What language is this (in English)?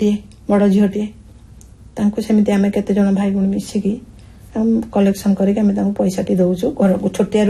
Odia